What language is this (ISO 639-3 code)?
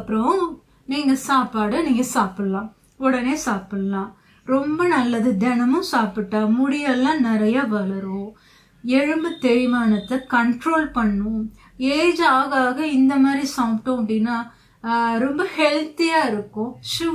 tam